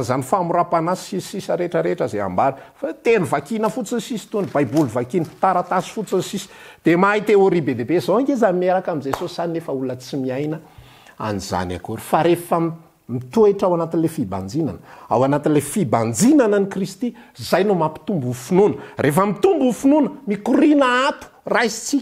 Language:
Malagasy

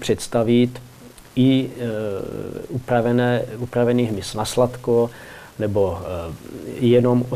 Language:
Czech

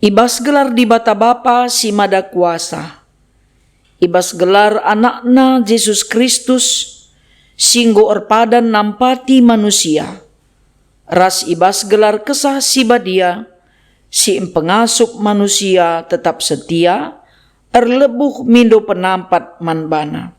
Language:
Batak Karo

